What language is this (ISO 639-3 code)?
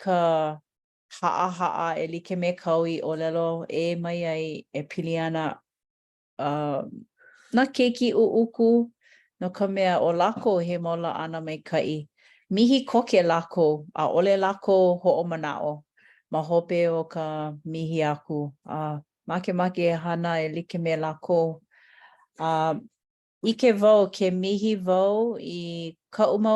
haw